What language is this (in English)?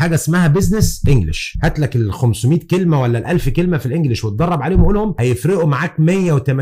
Egyptian Arabic